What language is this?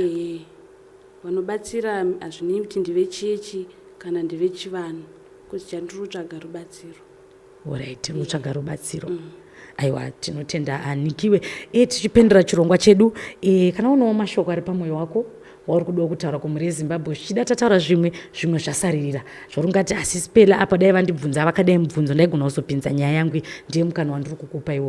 Shona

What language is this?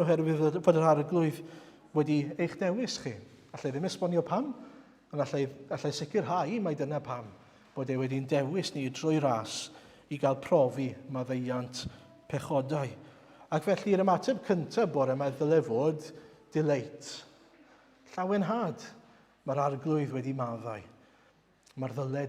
Welsh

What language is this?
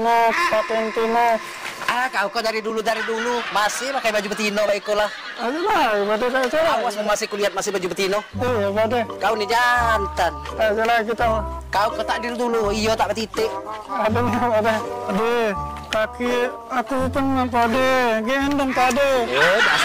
Musi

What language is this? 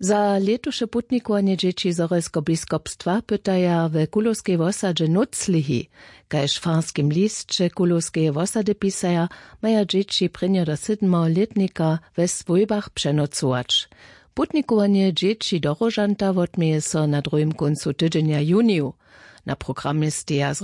Upper Sorbian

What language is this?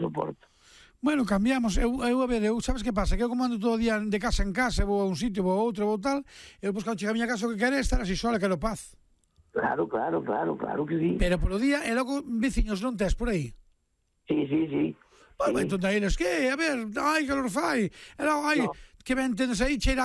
Galician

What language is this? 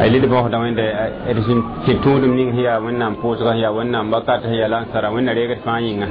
Mossi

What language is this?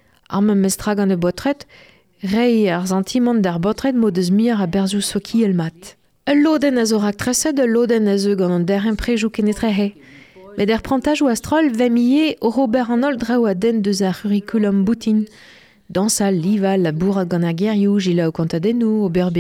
Breton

